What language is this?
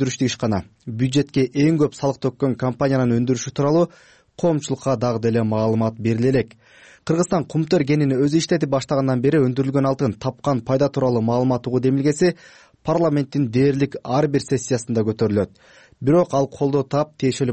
Kyrgyz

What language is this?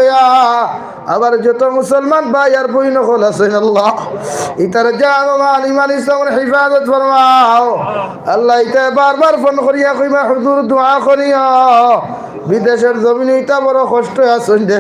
Sylheti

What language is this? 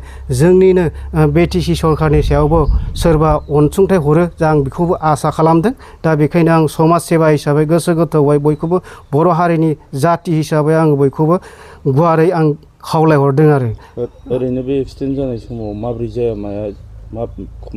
Bodo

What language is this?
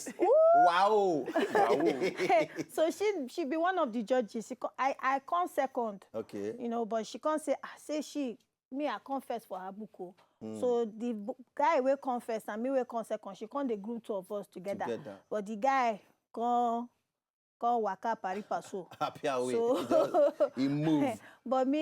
Nigerian Pidgin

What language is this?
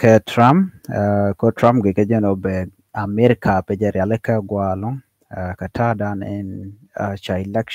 Nuer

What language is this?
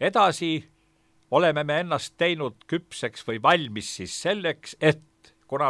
Estonian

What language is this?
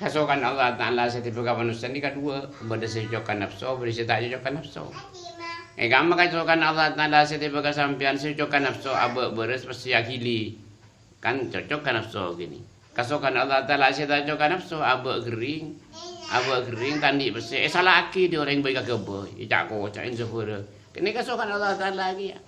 Madurese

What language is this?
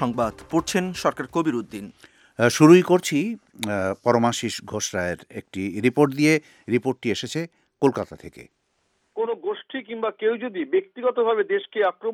Bangla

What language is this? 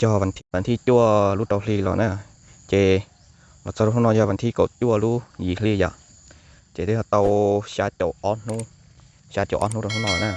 Hmong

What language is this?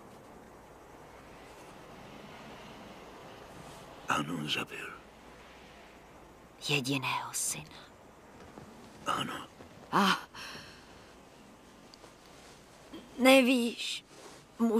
Czech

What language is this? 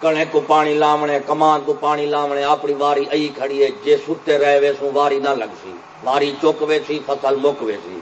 Saraiki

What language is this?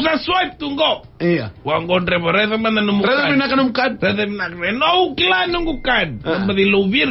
Fijian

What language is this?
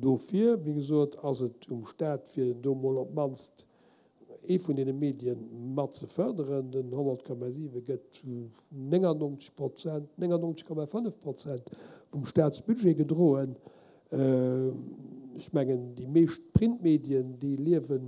Luxembourgish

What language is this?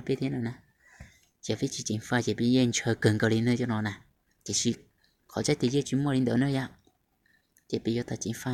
Hmong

